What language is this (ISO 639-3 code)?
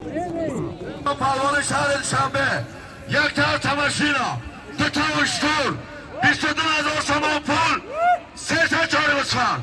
tgk